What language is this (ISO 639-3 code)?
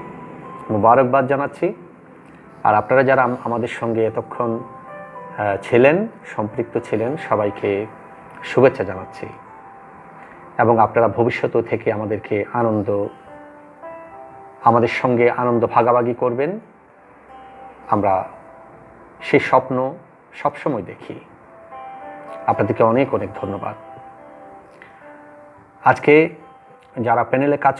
ben